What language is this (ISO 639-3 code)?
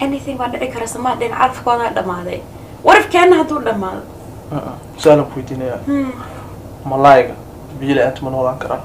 som